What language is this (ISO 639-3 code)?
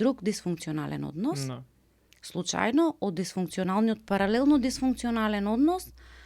mkd